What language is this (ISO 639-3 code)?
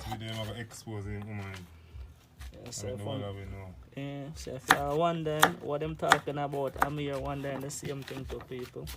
jam